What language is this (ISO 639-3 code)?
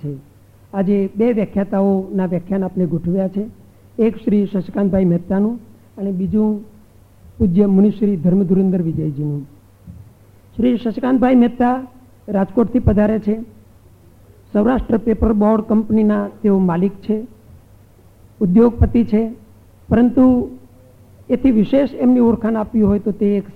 guj